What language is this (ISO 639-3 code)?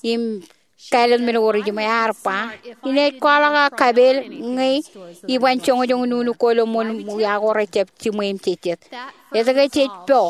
mah